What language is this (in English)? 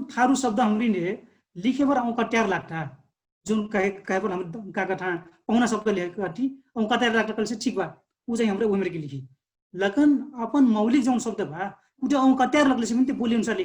Dangaura Tharu